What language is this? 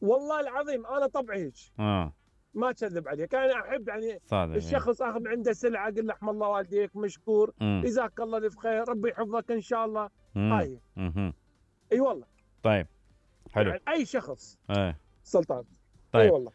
Mesopotamian Arabic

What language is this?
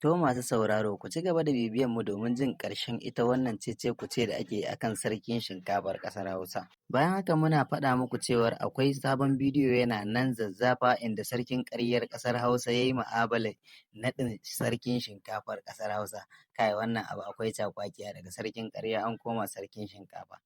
Hausa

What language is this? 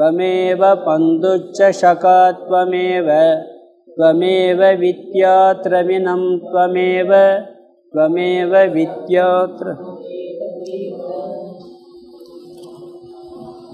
Tamil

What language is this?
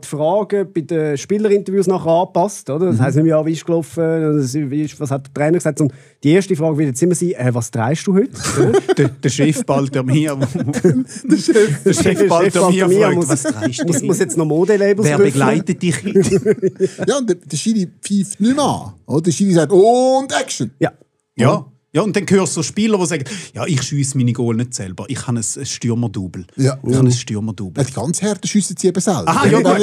Swiss German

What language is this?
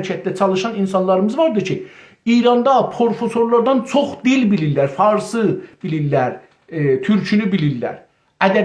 South Azerbaijani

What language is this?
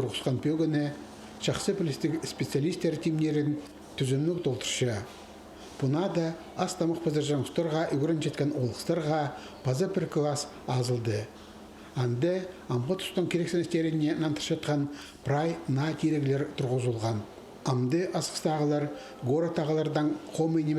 Khakas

